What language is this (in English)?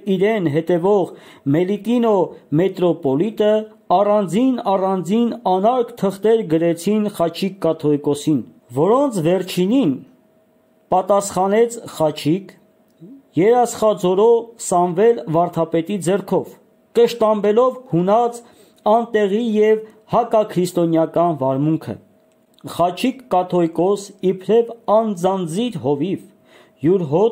Armenian